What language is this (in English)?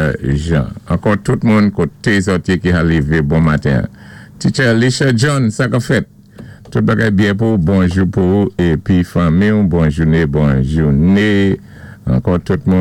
Saint Lucian Creole French